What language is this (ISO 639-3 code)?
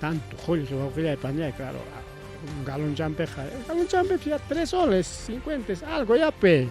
quy